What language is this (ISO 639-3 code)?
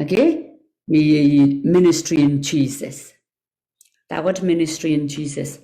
pon